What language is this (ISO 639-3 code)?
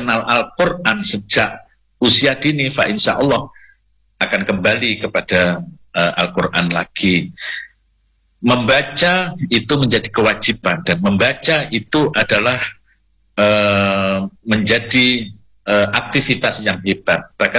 ind